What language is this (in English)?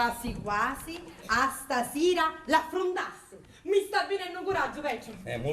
Sicilian